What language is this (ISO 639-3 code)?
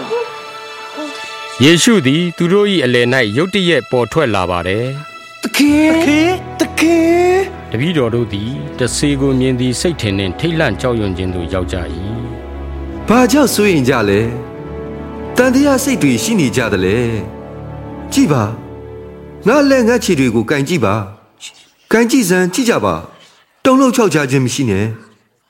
mya